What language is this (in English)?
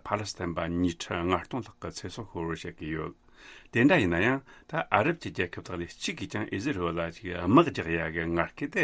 Tibetan